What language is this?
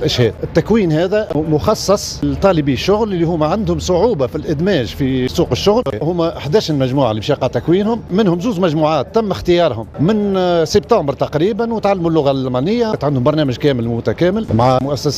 Tunisian Arabic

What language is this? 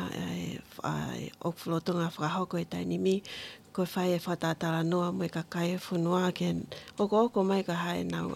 Tongan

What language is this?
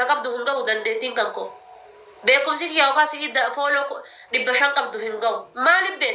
Oromo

